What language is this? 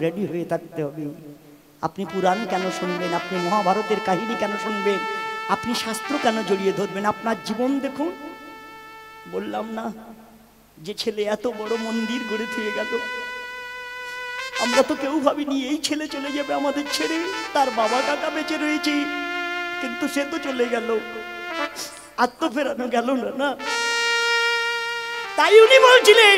Bangla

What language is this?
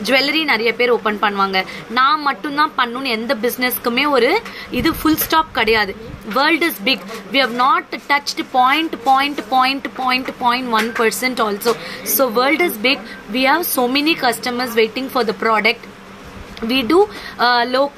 Tamil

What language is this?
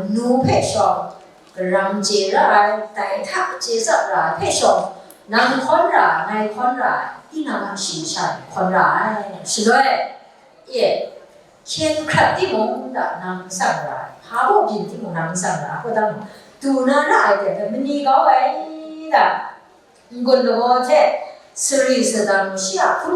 Kachin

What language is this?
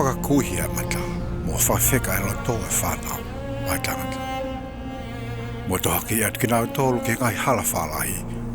Tongan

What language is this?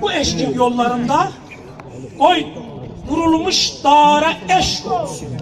South Azerbaijani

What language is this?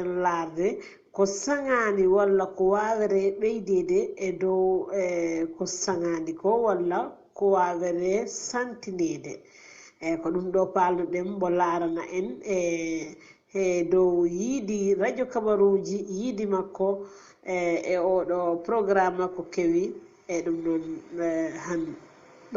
Fula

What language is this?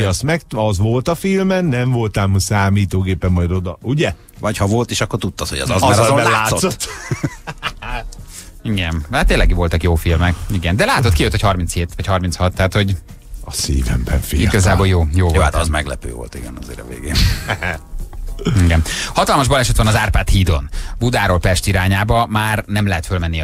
Hungarian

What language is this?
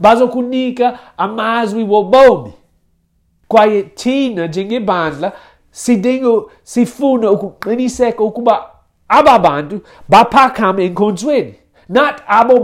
Xhosa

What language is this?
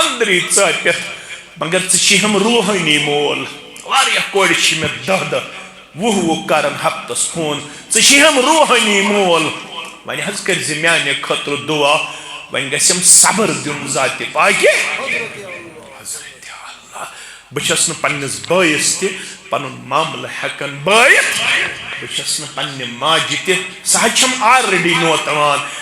Kashmiri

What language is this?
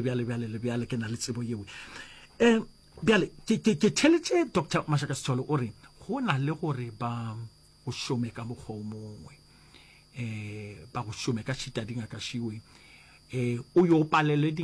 Northern Sotho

